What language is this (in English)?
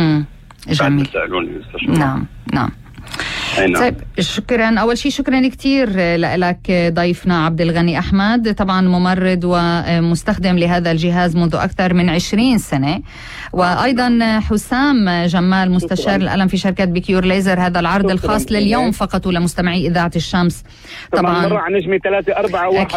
North Levantine Arabic